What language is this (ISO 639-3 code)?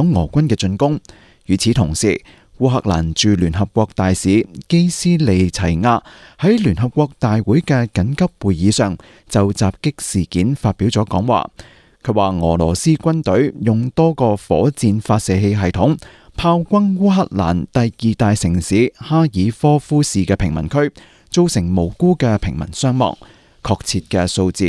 yue